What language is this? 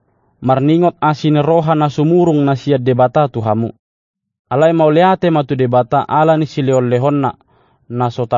Batak Toba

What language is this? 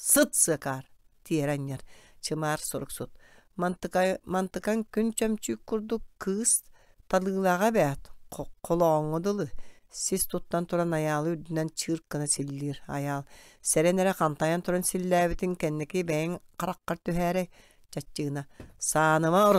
Yakut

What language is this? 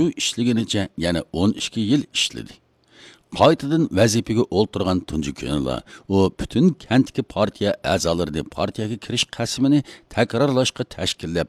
Uyghur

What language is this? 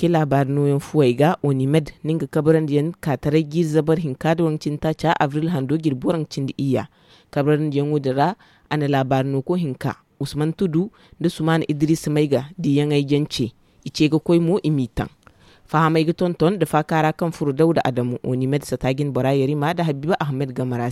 Zarma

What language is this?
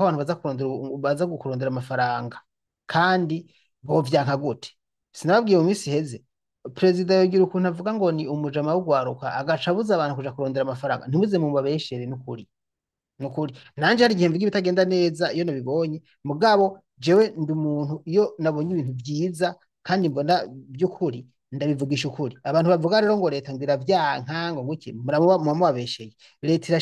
Rundi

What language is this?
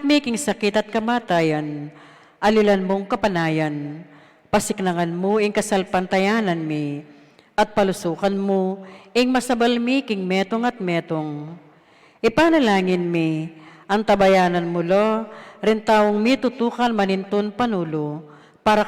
Pampanga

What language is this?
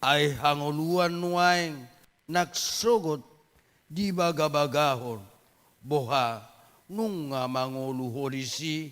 Batak Toba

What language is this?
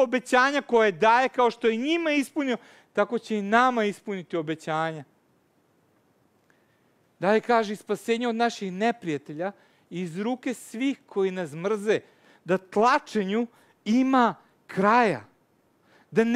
Serbian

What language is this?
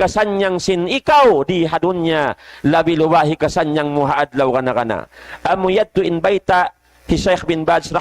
Tausug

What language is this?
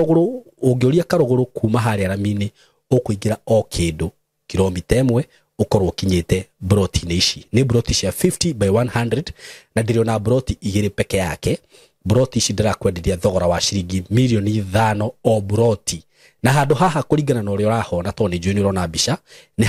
Kikuyu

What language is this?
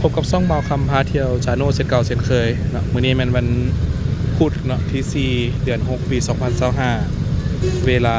Lao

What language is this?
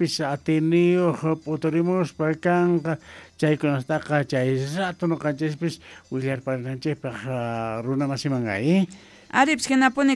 South Bolivian Quechua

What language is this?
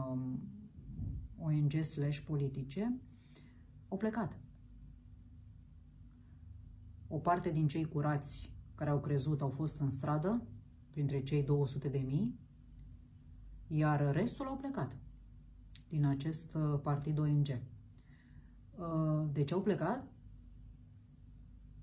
Romanian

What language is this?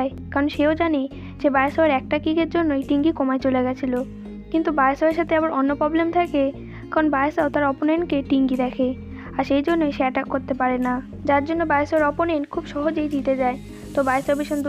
Bangla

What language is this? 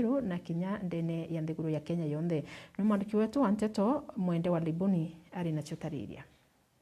Meru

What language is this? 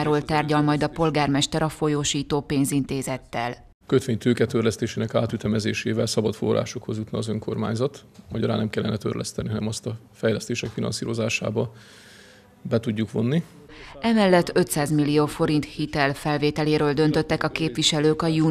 Hungarian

